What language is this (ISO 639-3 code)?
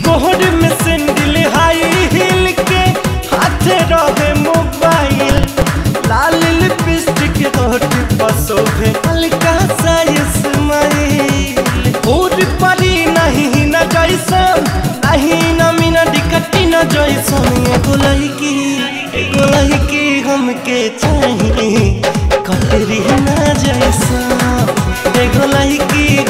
bho